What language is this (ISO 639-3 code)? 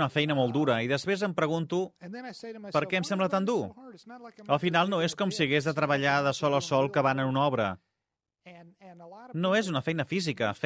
cat